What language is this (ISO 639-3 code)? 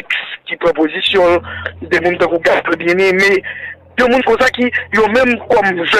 hat